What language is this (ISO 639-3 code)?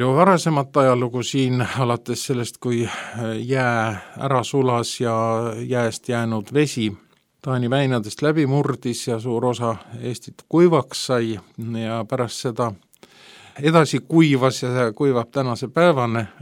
est